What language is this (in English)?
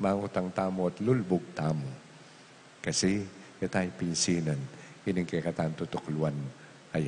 Pampanga